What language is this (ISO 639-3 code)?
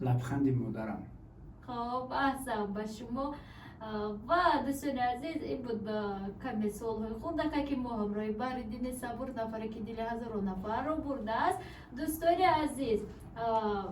tgk